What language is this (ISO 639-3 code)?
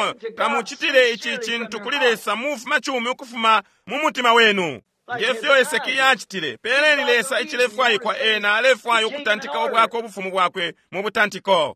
bem